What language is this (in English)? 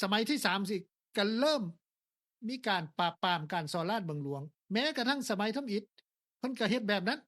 Lao